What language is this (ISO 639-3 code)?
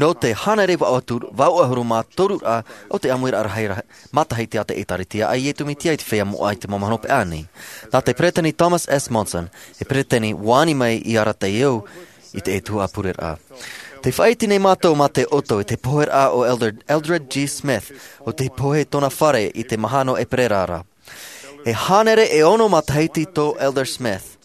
tah